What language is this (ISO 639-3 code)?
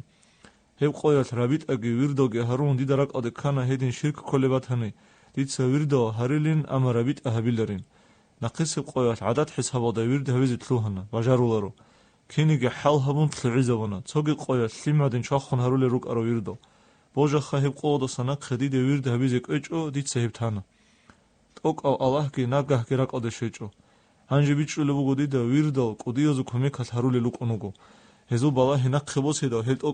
ava